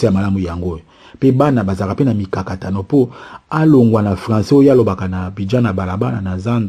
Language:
Lingala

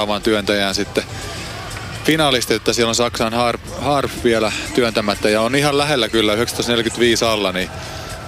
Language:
Finnish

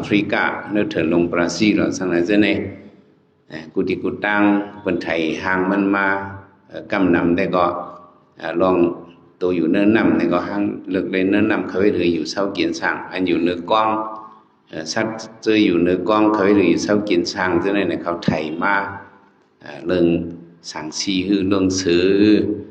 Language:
Shan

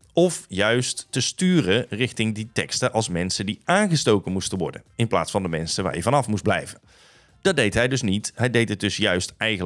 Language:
Dutch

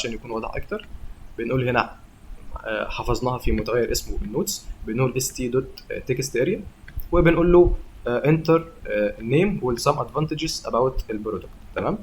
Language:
Egyptian Arabic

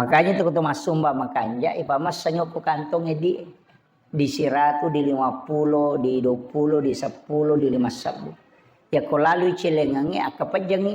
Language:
Buginese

